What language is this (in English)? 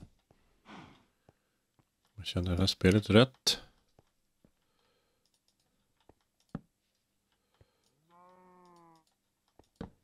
Swedish